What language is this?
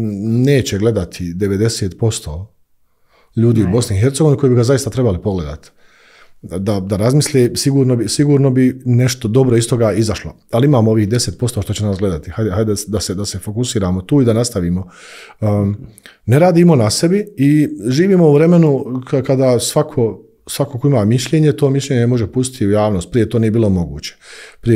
Bosnian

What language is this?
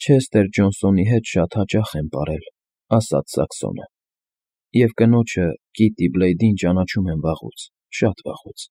Armenian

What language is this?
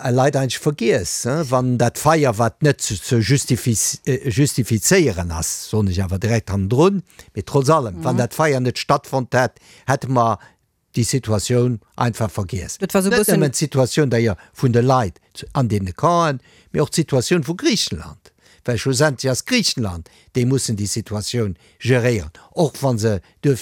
Luxembourgish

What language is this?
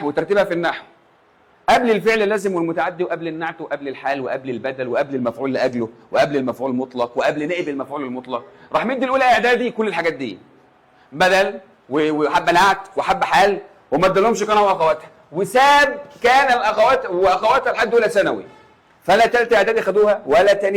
Egyptian Arabic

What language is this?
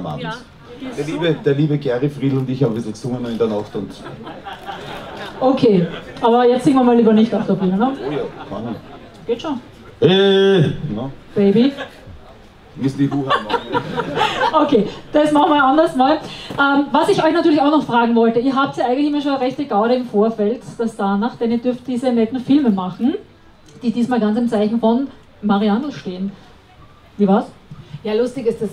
German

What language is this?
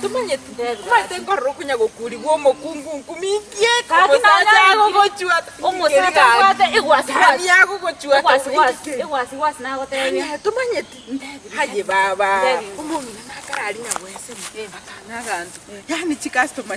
Gusii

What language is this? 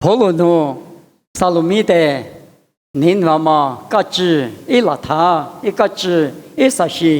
Lisu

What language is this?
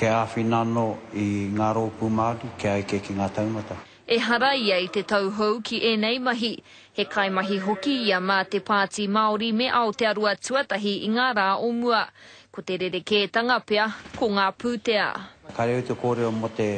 Māori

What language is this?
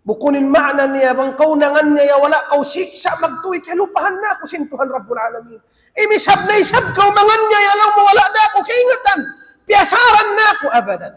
Tausug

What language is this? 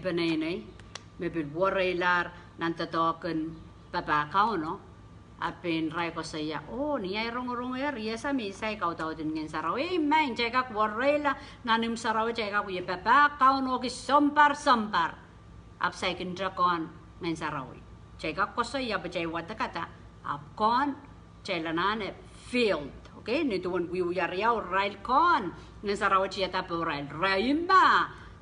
Pohnpeian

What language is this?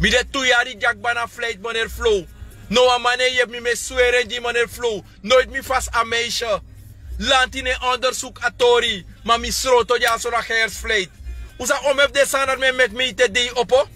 Sranan Tongo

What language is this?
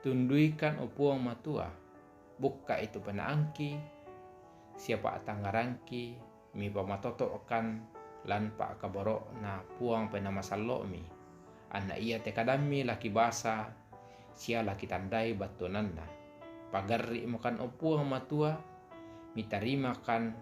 Toraja-Sa'dan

